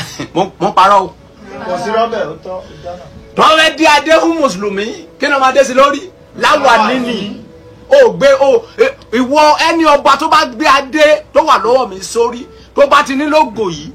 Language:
Yoruba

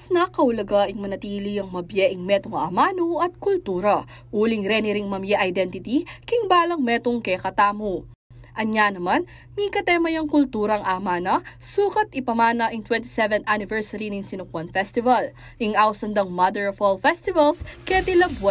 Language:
Pampanga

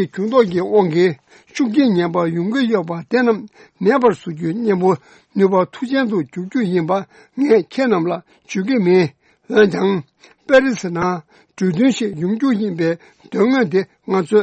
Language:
Tibetan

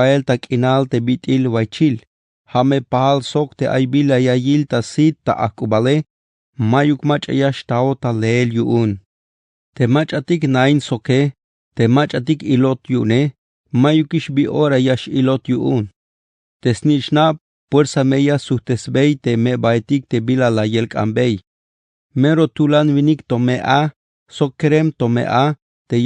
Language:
Tzeltal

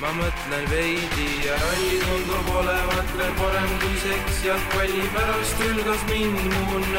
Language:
Estonian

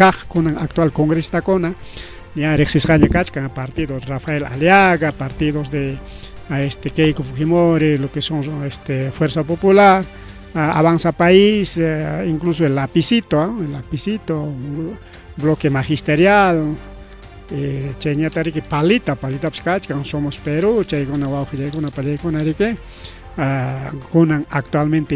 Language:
Ayacucho Quechua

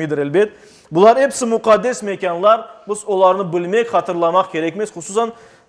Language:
Crimean Tatar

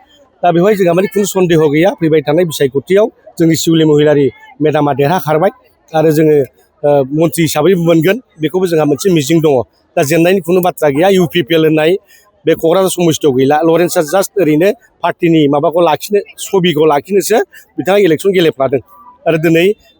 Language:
Bodo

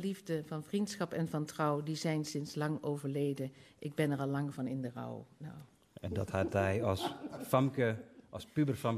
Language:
Western Frisian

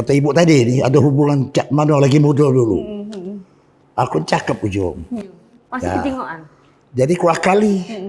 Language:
Musi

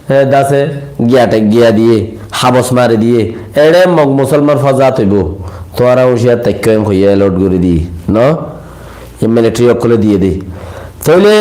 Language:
Rohingya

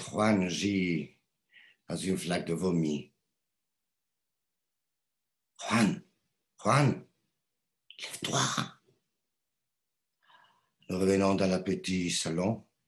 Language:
French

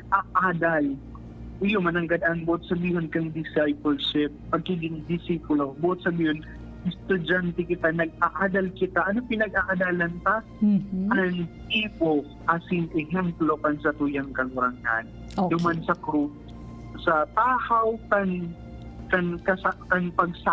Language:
Bikol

